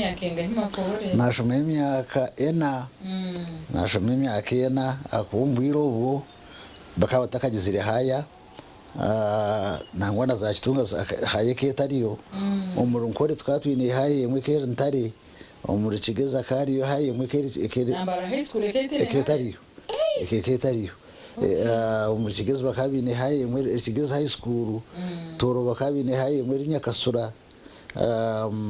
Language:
Nyankole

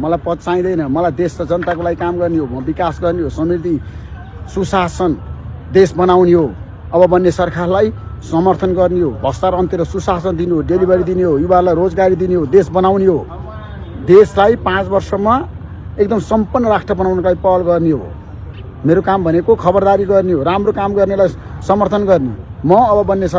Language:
Nepali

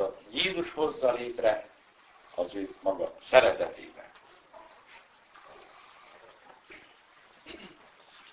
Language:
Hungarian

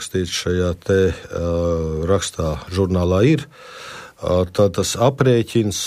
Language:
Latvian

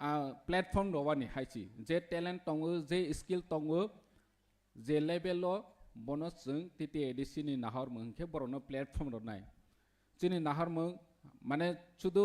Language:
Kok Borok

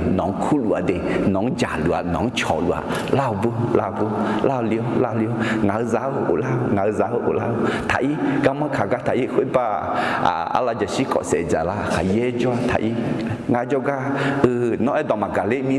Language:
Akha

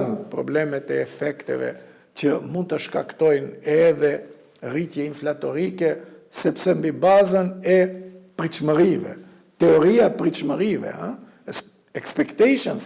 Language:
Albanian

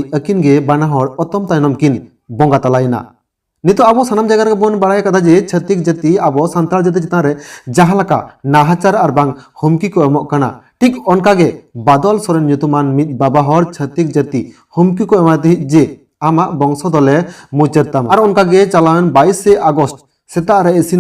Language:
Santali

